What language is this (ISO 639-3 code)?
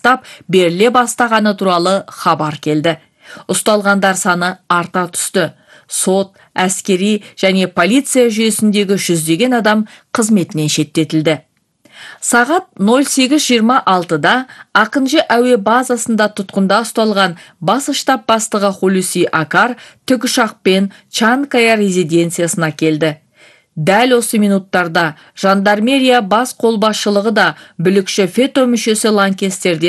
kaz